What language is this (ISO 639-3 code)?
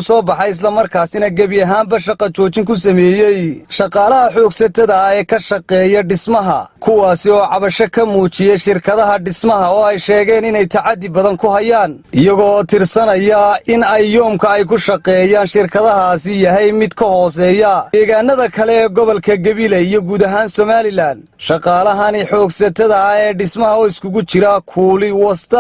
som